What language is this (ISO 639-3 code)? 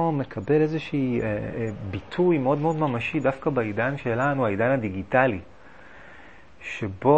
heb